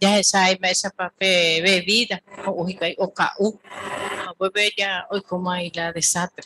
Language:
Guarani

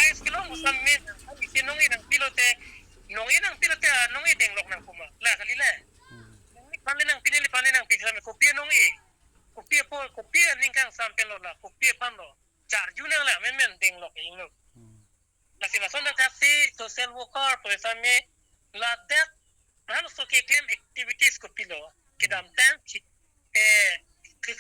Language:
Karbi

